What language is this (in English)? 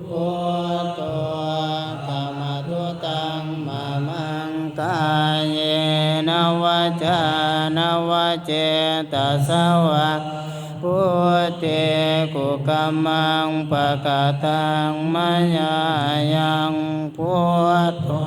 Pali